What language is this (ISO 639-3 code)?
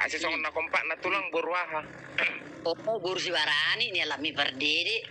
bbc